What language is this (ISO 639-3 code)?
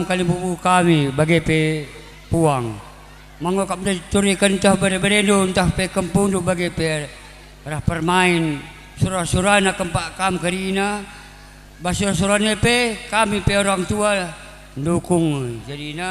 btx